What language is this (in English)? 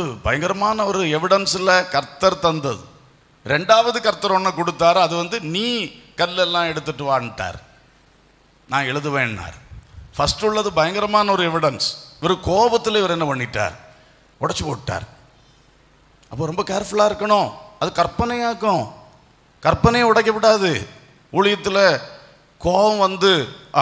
Tamil